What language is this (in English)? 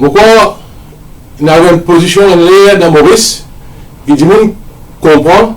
Morisyen